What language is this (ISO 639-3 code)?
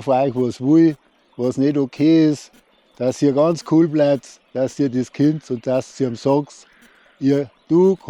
bar